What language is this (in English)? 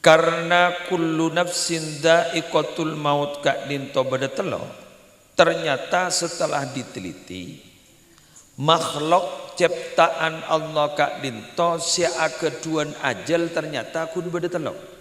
Madurese